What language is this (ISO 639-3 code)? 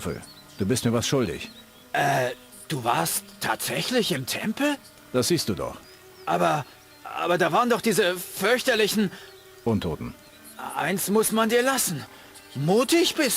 bar